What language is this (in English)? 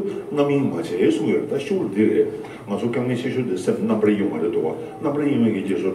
Tibetan